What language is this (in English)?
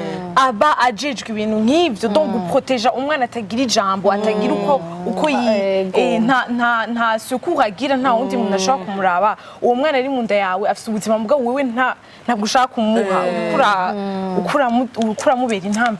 Rundi